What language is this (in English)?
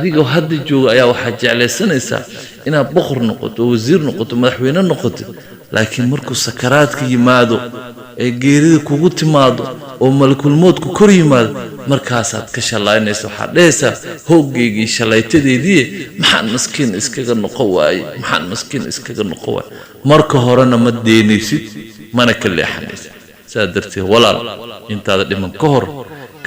Somali